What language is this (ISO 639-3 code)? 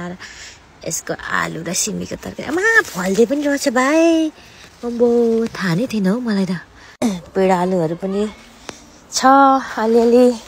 nep